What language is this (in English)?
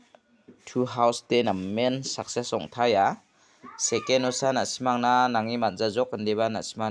Garo